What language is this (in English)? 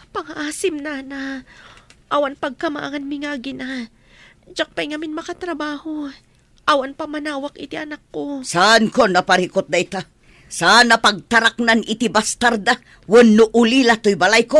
Iloko